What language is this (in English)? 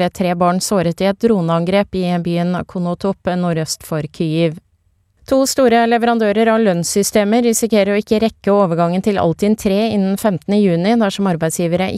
Norwegian